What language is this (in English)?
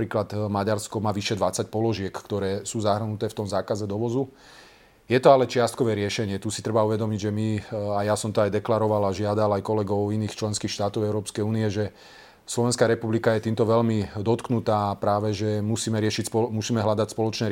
Slovak